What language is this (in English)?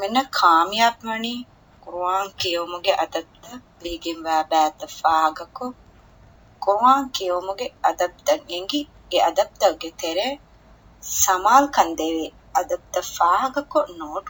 Divehi